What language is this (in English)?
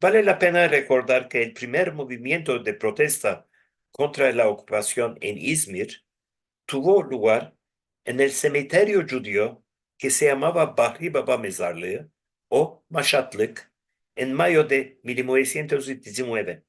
Ladino